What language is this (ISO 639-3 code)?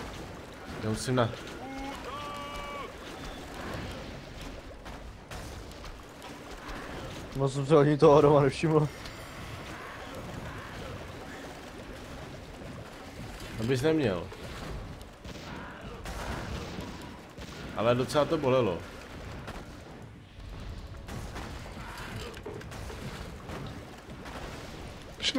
ces